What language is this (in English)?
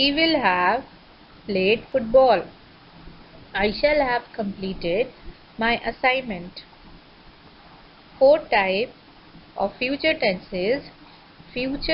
English